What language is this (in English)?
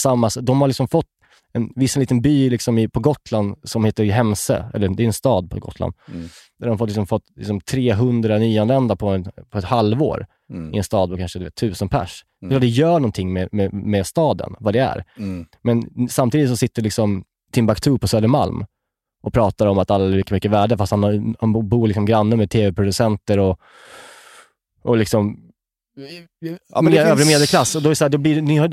Swedish